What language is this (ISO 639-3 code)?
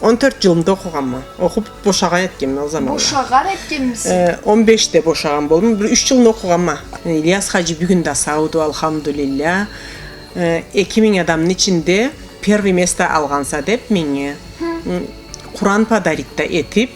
krc